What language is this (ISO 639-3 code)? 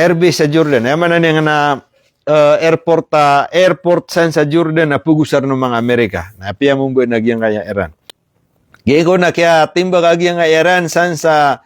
mrw